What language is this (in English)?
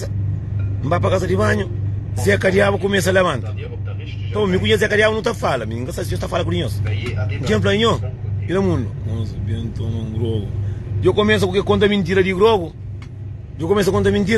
Kabuverdianu